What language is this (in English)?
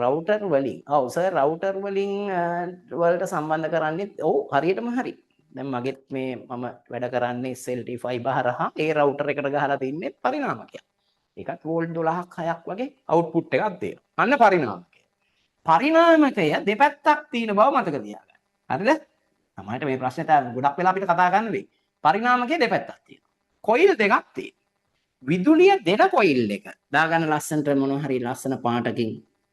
Sinhala